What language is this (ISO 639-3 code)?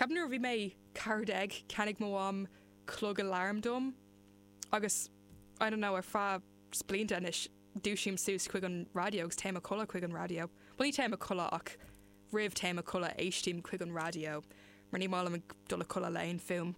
gle